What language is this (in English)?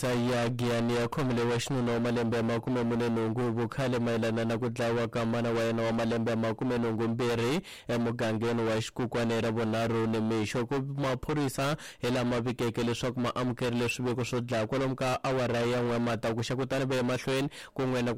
Tsonga